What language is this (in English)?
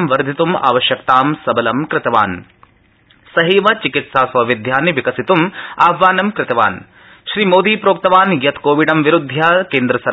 Sanskrit